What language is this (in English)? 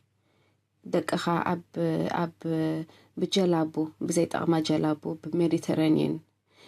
Tigrinya